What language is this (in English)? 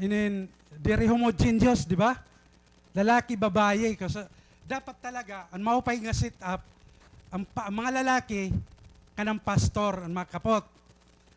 Waray